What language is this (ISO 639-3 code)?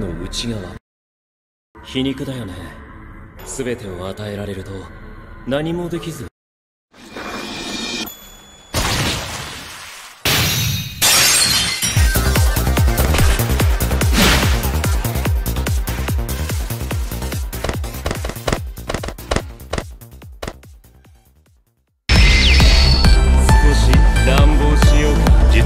jpn